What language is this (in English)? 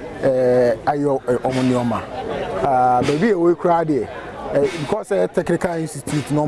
Akan